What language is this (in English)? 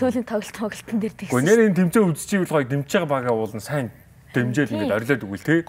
Mongolian